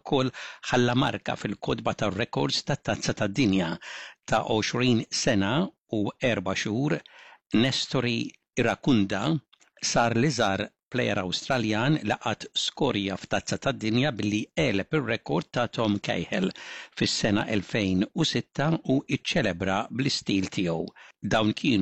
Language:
Maltese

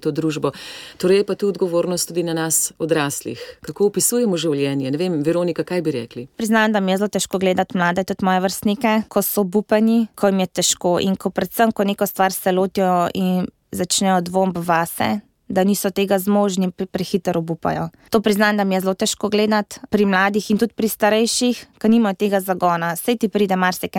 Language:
Slovenian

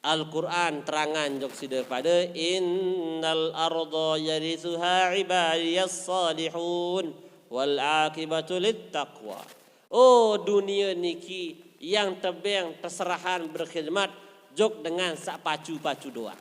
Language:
Sasak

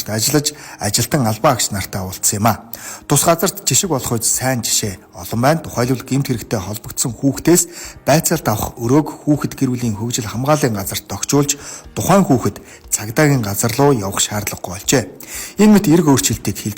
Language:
Mongolian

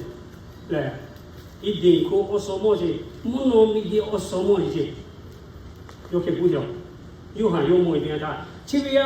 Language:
Lahu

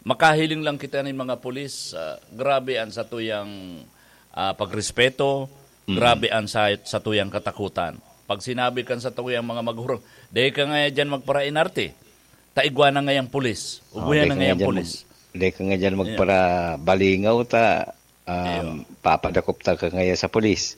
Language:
Bikol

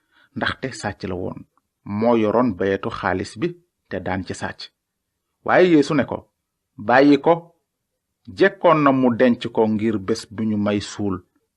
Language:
Wolof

